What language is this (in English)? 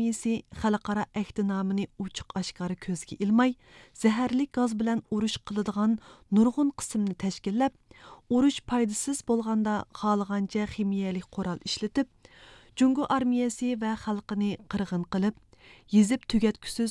Uyghur